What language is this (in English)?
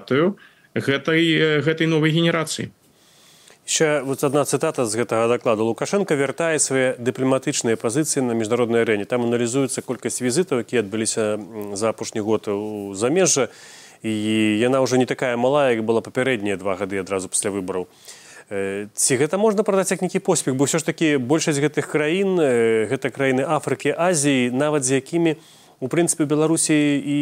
Belarusian